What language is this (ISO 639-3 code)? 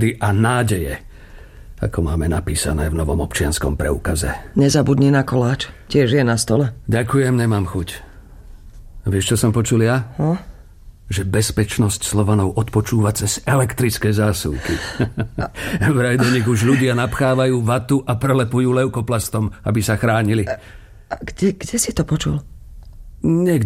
slk